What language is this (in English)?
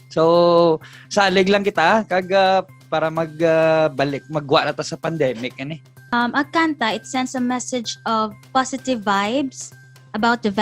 Hiligaynon